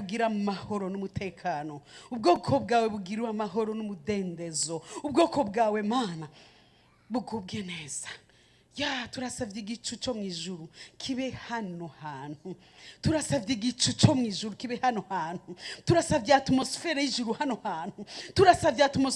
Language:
Rundi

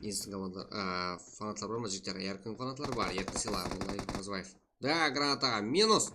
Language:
Kara-Kalpak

